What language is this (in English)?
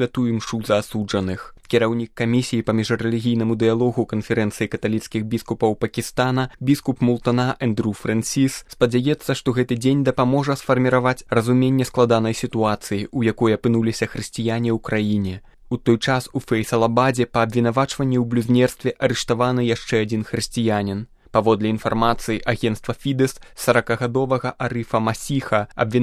Belarusian